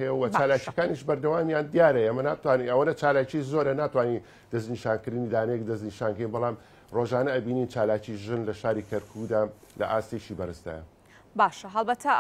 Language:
Central Kurdish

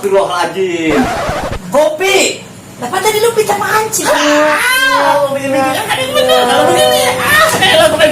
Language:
Betawi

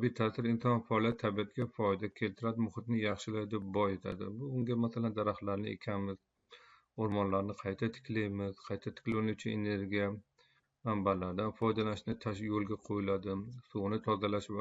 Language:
Uzbek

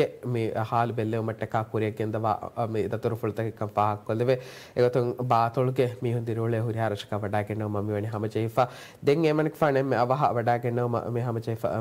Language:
Divehi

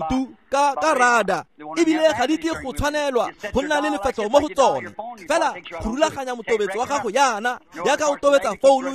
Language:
Tswana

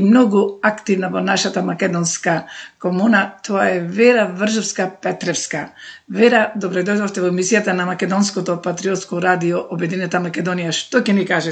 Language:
Macedonian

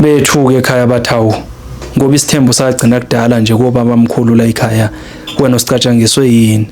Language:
Zulu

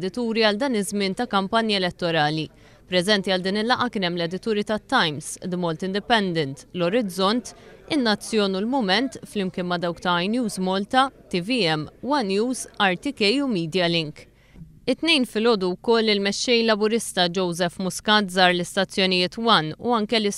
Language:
Maltese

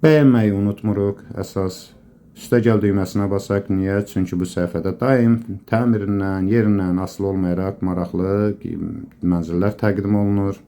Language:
Azerbaijani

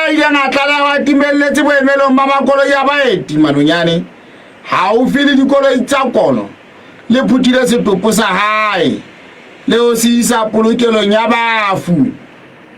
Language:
Southern Sotho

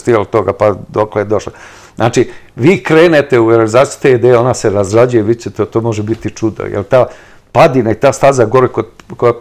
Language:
Serbian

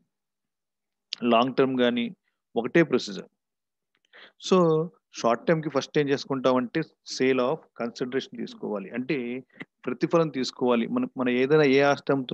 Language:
Telugu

